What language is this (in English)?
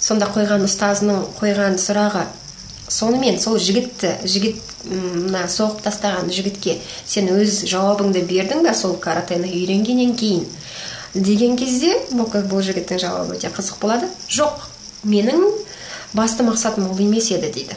Kazakh